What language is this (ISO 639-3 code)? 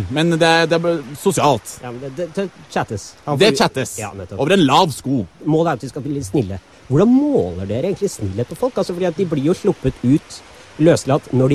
nor